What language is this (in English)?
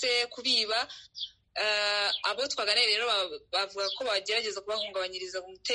Kinyarwanda